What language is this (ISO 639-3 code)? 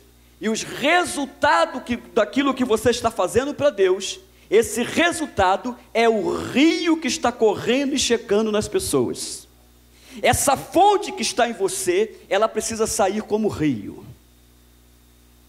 por